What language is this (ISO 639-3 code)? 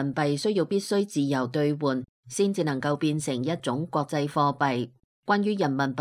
yue